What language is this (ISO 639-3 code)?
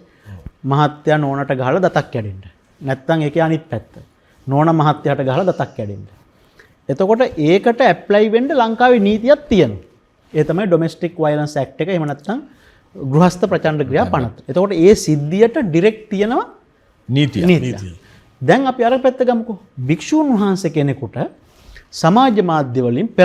sin